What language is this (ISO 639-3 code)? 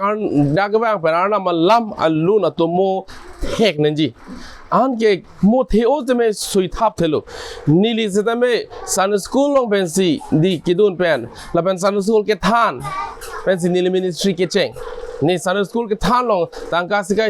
mjw